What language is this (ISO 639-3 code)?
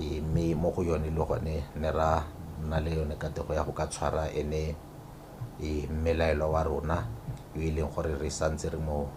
tsn